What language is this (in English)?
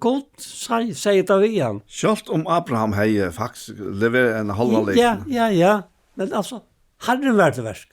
Faroese